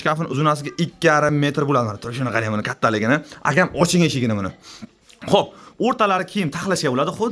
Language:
Uzbek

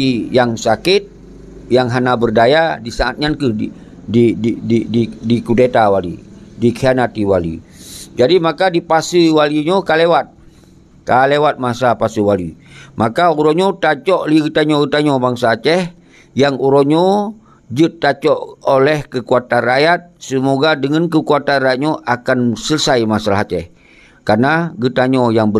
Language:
Achinese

